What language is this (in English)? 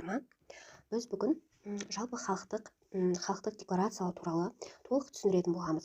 Kazakh